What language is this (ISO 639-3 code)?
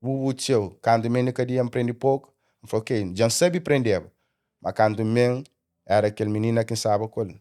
kea